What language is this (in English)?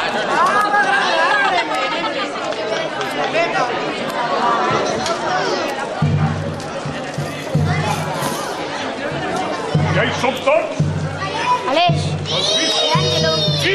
Catalan